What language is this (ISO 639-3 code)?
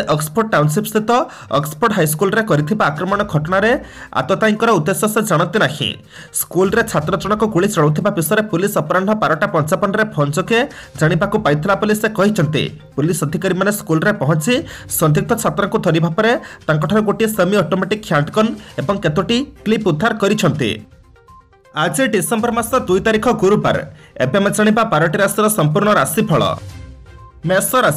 ori